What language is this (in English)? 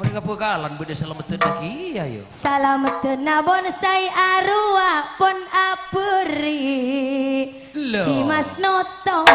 Madurese